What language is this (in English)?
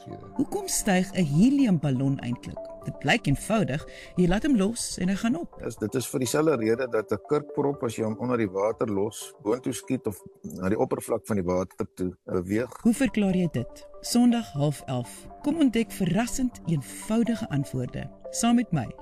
Afrikaans